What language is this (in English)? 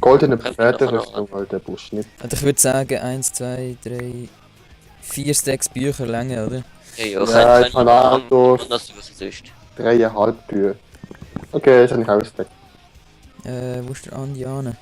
Swiss German